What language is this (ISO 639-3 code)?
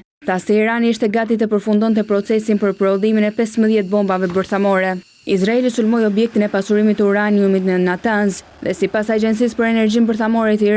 sqi